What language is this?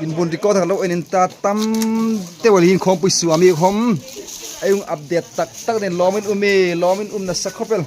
Hmar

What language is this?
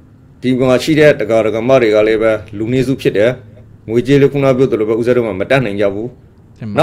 Burmese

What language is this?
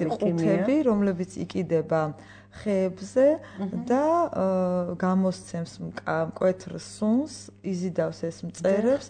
Georgian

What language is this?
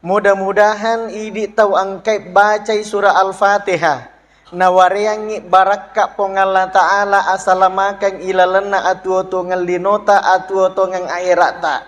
Buginese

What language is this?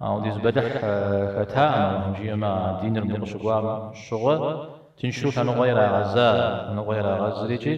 Kabardian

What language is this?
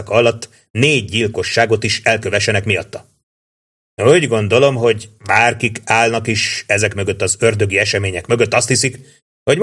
Hungarian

